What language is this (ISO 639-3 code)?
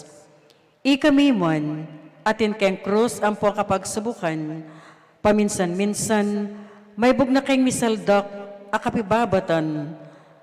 pam